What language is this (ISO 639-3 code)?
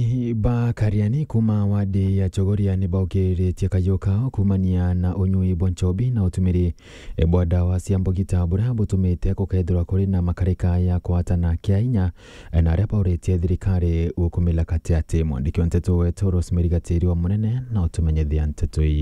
mer